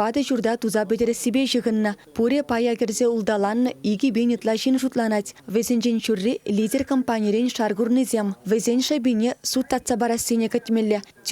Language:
Chuvash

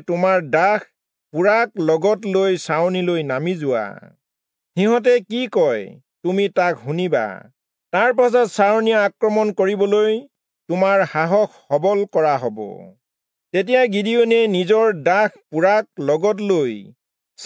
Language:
Assamese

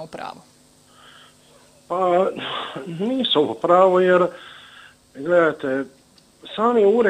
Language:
Croatian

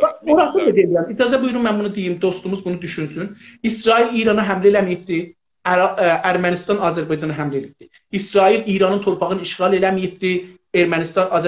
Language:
South Azerbaijani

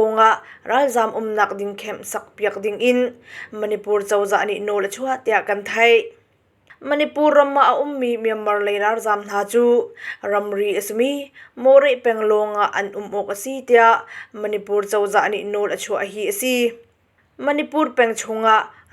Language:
Hakha Chin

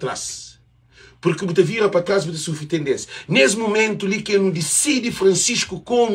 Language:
Kabuverdianu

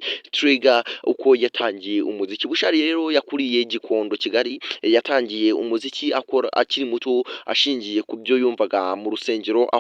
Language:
Kinyarwanda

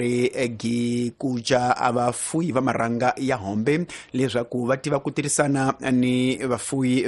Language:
Tsonga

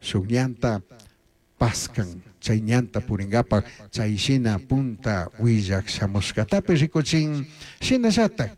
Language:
Chimborazo Highland Quichua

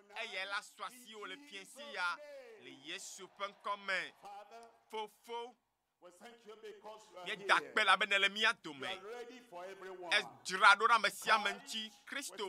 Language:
Ewe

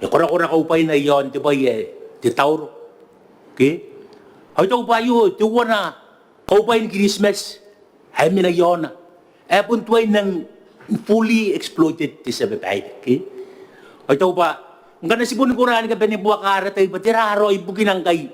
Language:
Gilbertese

